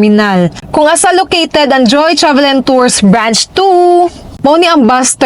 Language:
Cebuano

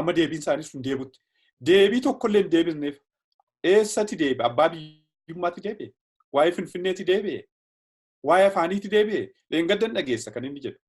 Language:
Oromo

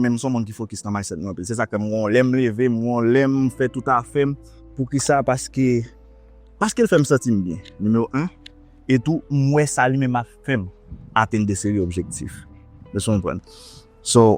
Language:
Haitian Creole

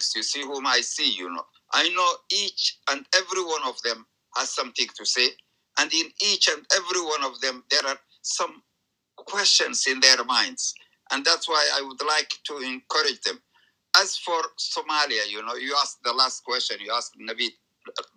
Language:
English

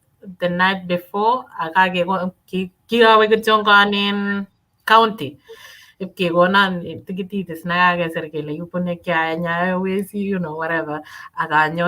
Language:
Kalenjin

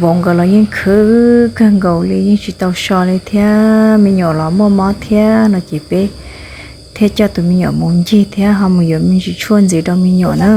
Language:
Hmong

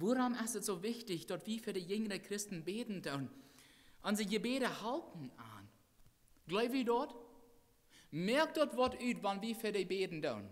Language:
Plautdietsch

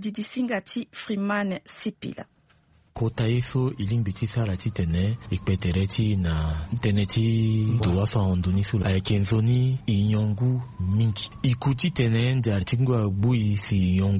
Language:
Sango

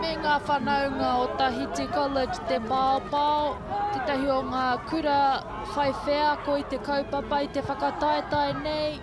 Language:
Māori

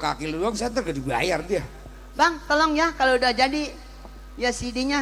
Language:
Betawi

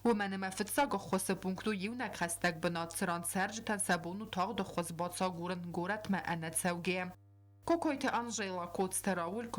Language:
Ossetic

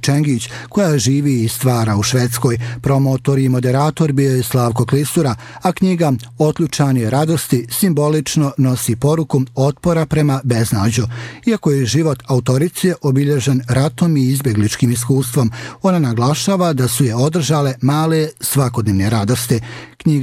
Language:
Bosnian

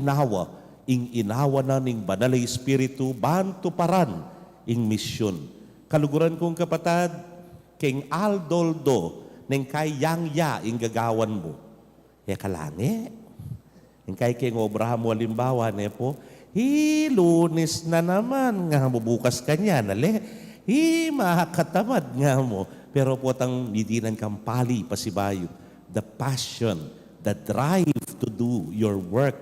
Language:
Pampanga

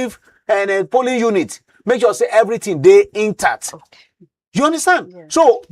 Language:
Nigerian Pidgin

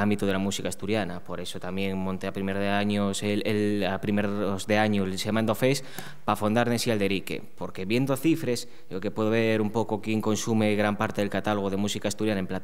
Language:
Asturian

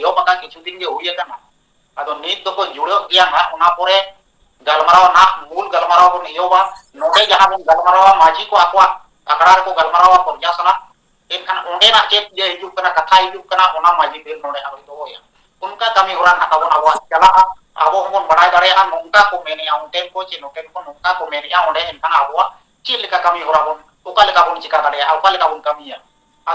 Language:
Santali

